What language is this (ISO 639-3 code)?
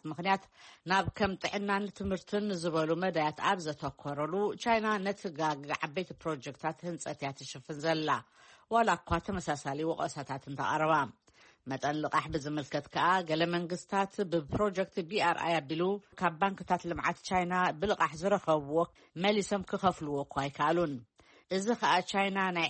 tir